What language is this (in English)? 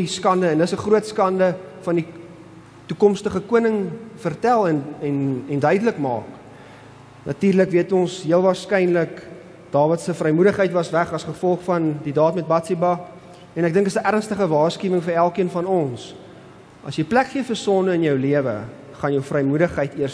Afrikaans